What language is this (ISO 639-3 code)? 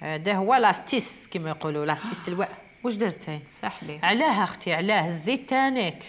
arq